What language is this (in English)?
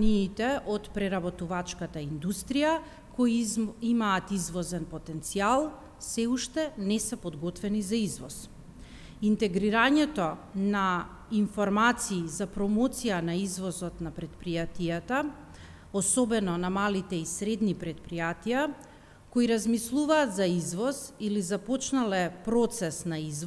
Macedonian